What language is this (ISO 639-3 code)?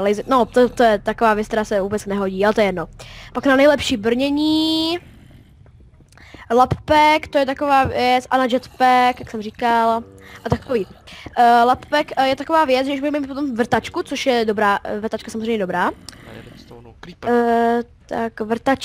ces